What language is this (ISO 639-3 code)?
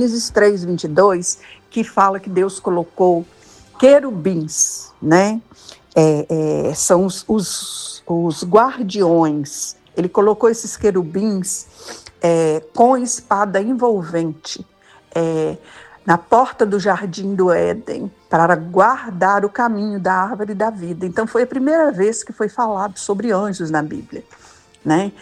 por